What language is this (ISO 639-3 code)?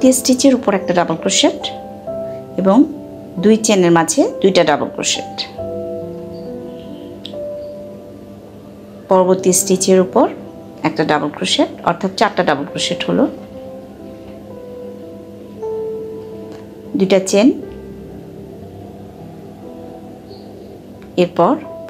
ben